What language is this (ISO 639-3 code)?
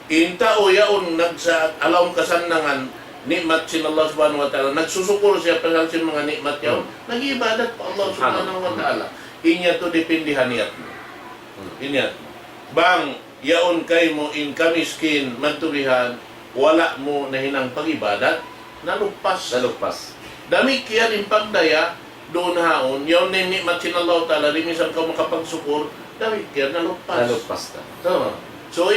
tsg